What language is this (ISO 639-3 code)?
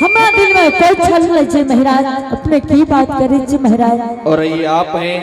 anp